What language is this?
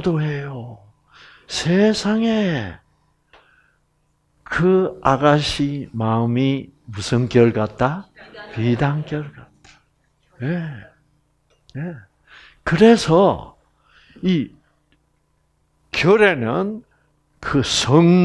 Korean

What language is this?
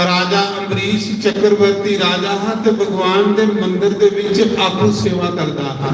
Dogri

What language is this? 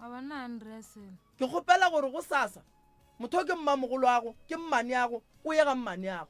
Northern Sotho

